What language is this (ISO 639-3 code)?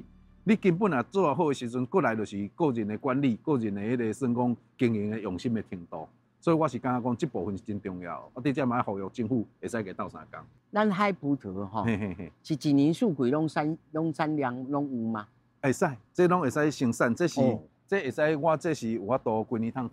nan